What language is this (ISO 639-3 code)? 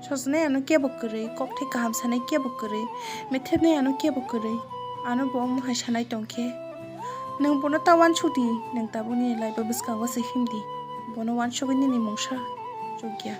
trp